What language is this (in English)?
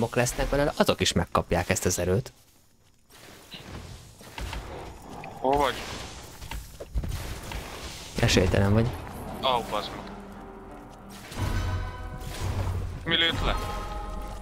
Hungarian